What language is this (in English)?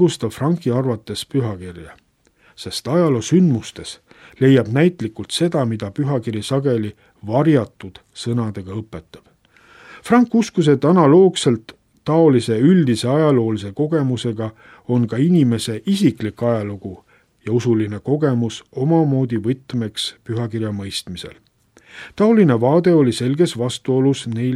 Estonian